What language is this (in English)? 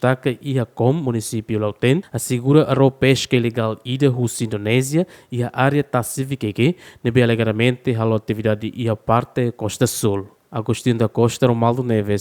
Tetum